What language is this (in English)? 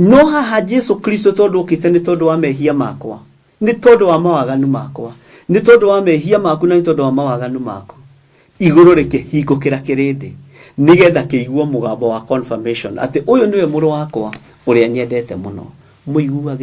Kikuyu